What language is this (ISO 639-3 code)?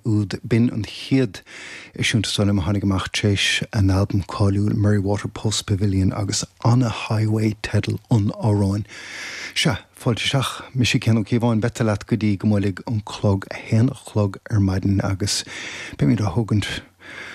gle